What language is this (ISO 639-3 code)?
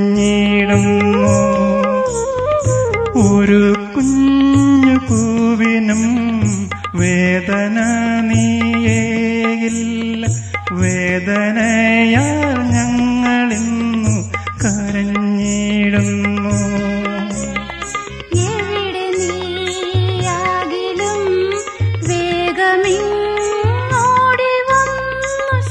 mal